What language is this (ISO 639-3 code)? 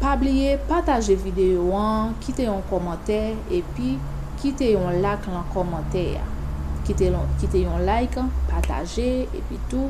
hat